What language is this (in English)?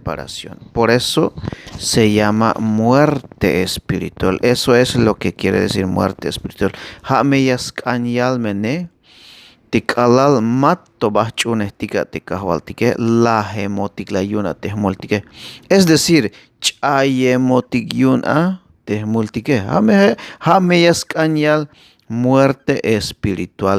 Tzeltal